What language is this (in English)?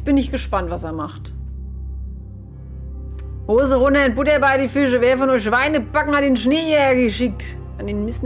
German